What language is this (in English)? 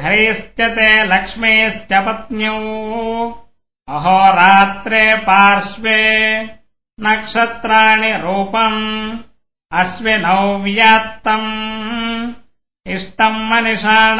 Sanskrit